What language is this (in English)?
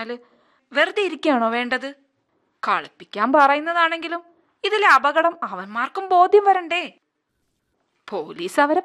Malayalam